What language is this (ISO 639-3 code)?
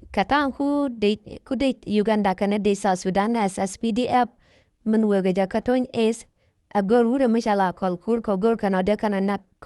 nus